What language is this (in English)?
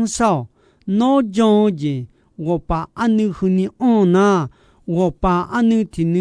Akha